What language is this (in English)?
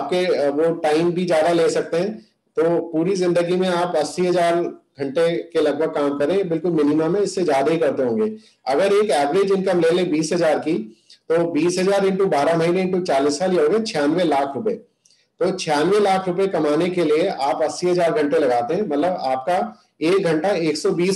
Hindi